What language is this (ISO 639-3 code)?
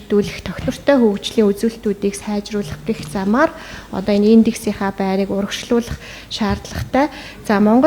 mon